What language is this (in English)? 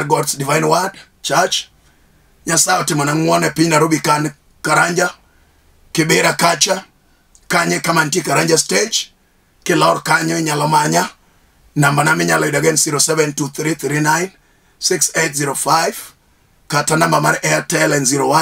Luo (Kenya and Tanzania)